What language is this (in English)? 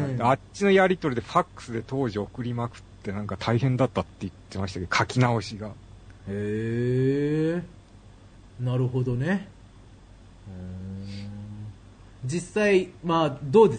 Japanese